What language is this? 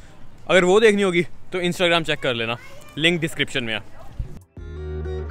Hindi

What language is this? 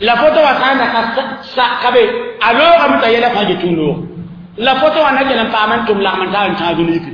Mossi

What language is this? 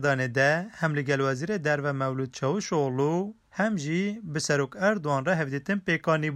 Kurdish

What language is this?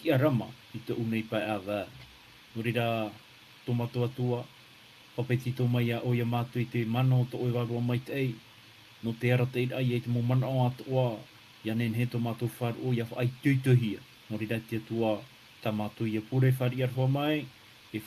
Tahitian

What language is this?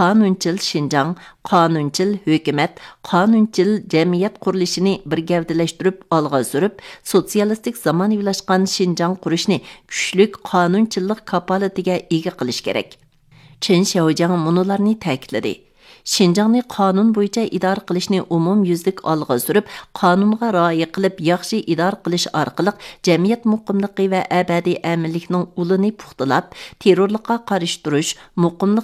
Uyghur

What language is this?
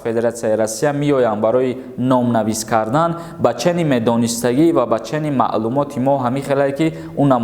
Tajik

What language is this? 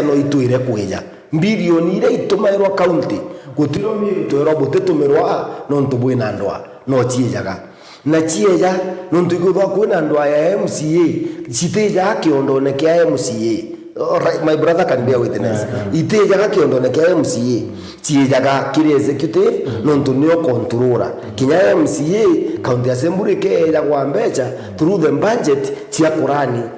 Meru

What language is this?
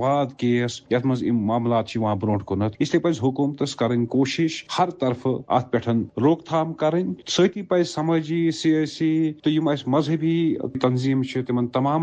Kashmiri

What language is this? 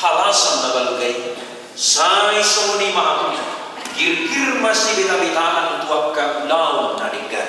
Batak Toba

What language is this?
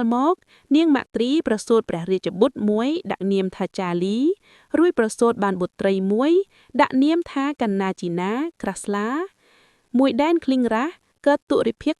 Khmer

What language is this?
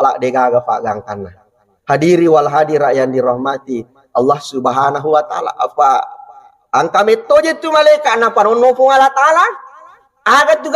Buginese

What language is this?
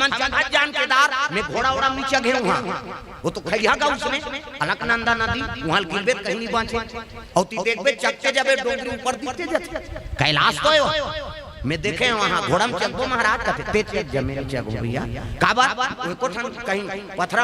Chhattisgarhi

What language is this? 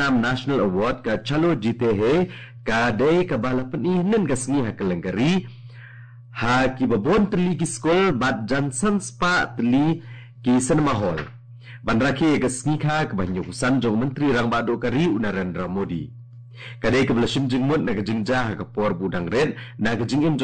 Khasi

